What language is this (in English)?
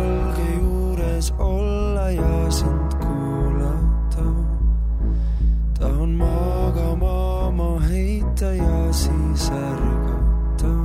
Estonian